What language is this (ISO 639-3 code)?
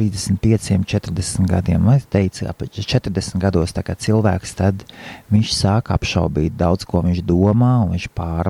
lav